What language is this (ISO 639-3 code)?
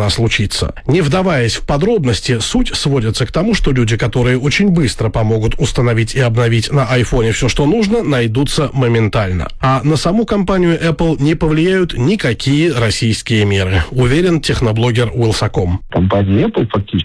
rus